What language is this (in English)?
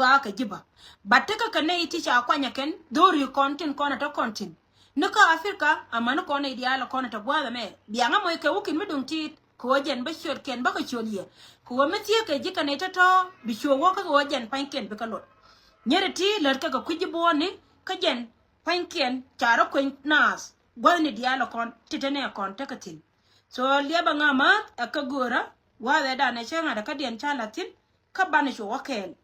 Nuer